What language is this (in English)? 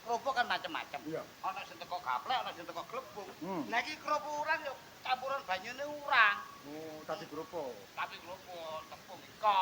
Javanese